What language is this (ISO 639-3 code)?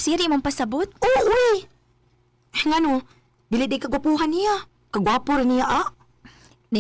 ceb